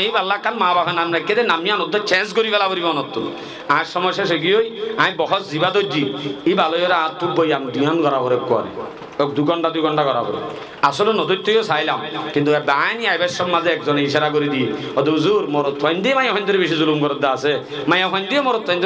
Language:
Rohingya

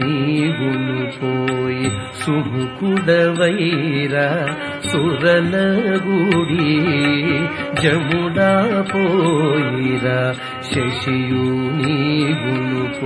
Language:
Telugu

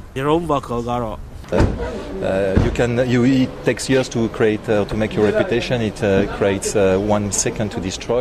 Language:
Burmese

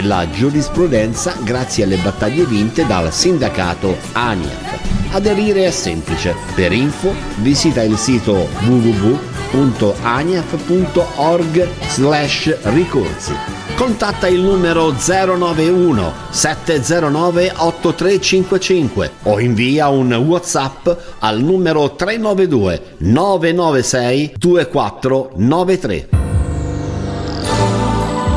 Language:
Italian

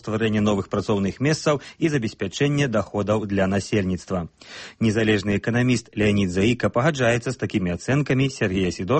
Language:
Belarusian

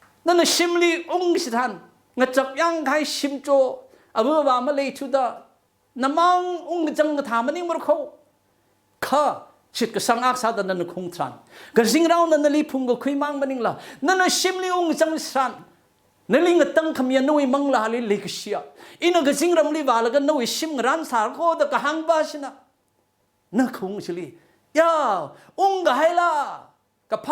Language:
Tangkhul Naga (India)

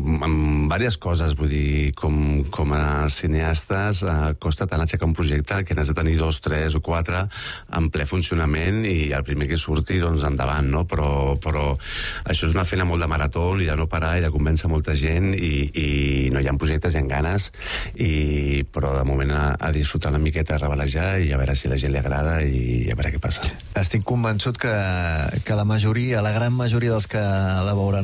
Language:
Catalan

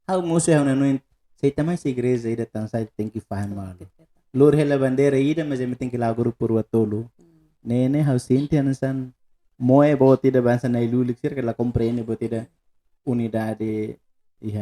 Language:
Tetum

